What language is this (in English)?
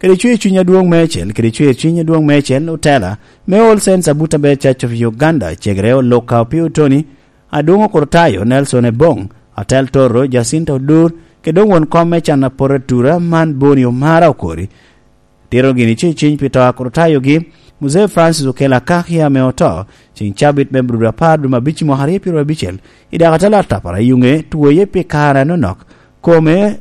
Lango (Uganda)